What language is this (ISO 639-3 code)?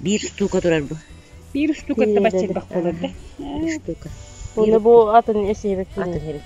sah